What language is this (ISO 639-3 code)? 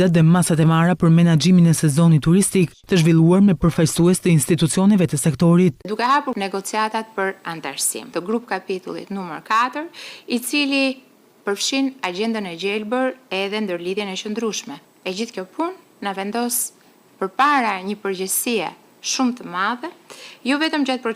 sqi